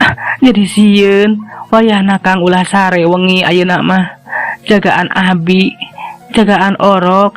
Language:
Sundanese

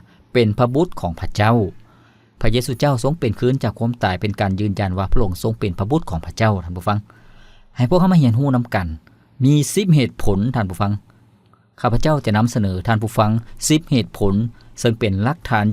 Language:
Lao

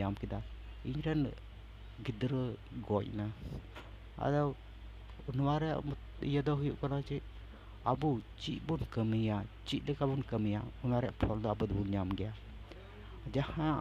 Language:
Santali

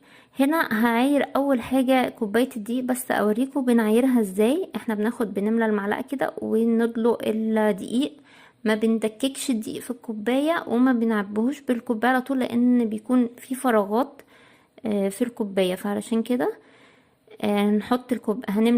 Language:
Egyptian Arabic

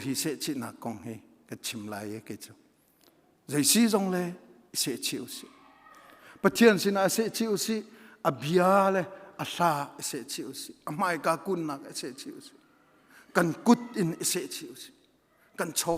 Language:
Hakha Chin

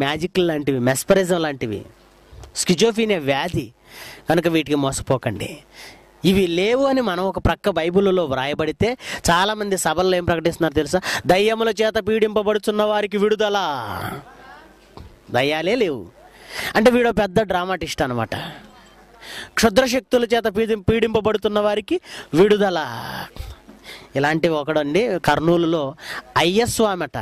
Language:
Telugu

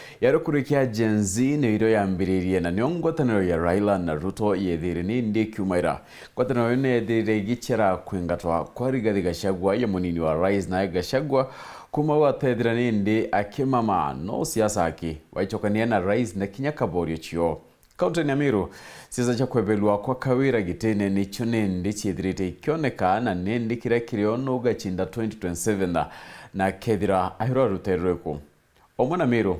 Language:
Meru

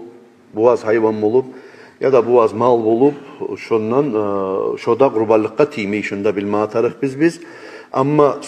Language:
Kumyk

